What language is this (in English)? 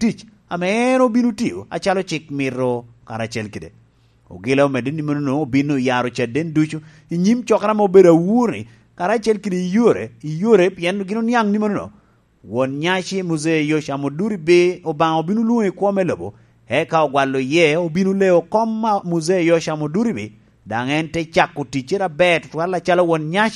Lango (Uganda)